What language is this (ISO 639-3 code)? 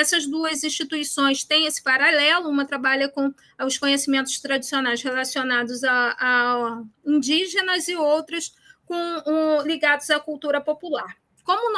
por